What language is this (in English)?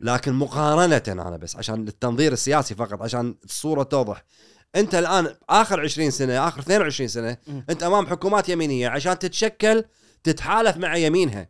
Gulf Arabic